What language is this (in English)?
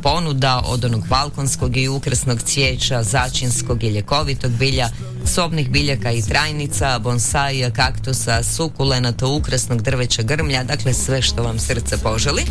Croatian